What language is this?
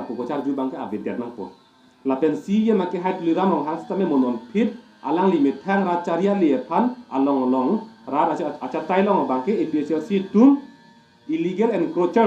Karbi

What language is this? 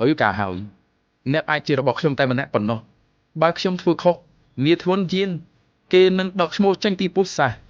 Khmer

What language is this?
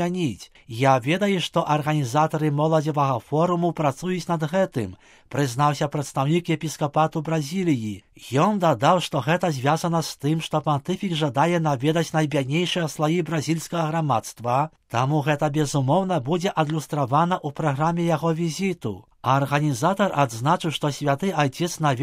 Belarusian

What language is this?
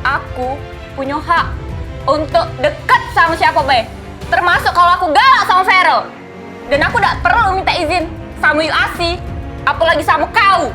Musi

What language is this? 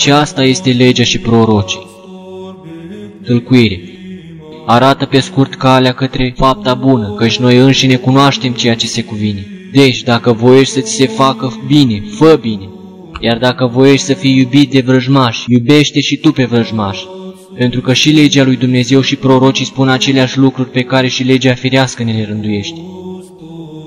Romanian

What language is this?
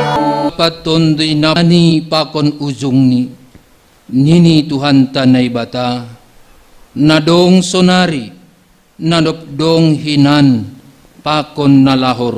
Batak Simalungun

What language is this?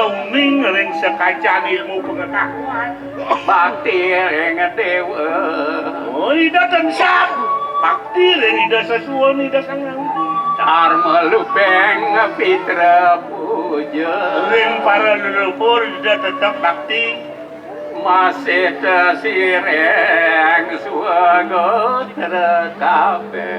Balinese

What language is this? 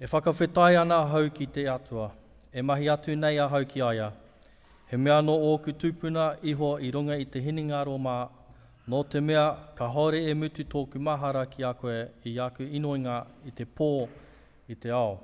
Māori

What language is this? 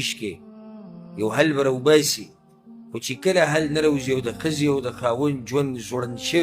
Pashto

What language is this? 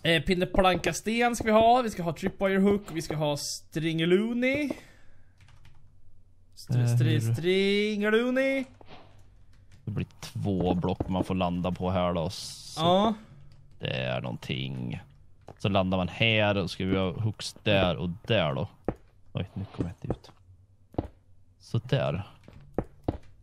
Swedish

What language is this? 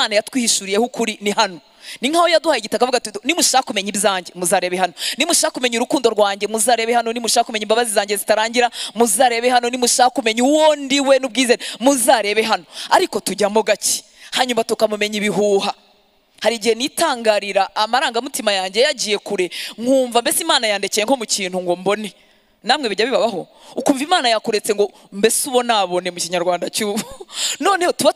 Kinyarwanda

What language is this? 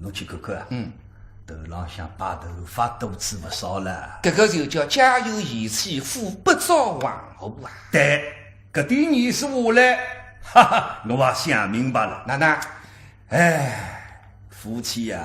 Wu Chinese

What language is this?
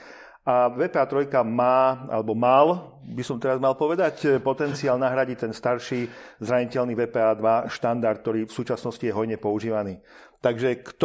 Slovak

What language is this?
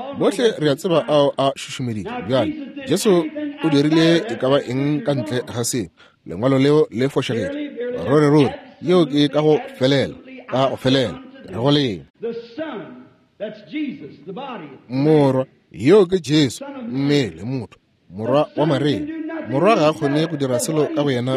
Northern Sotho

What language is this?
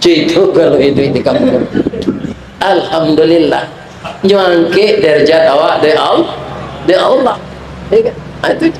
Minangkabau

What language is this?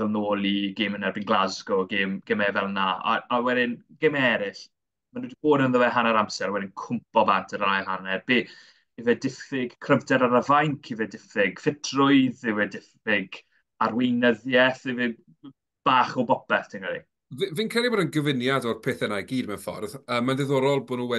Welsh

